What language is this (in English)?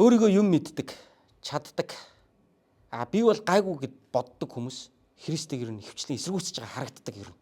Mongolian